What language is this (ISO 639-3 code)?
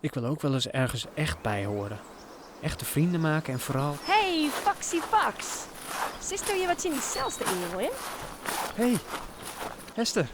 fry